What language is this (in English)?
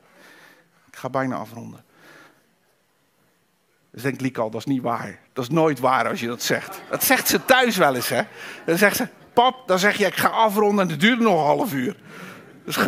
Dutch